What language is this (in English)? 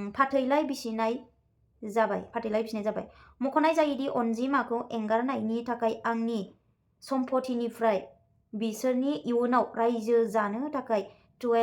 Bodo